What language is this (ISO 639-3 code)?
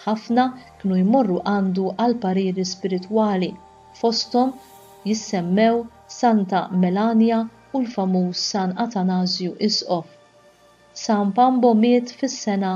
mlt